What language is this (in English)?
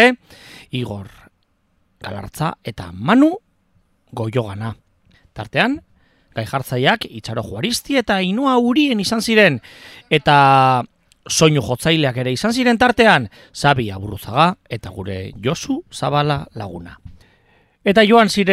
Basque